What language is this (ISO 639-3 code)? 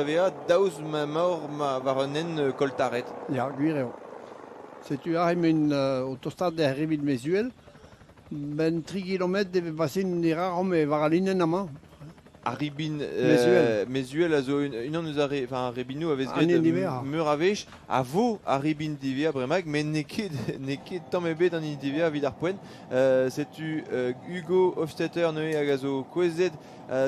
bre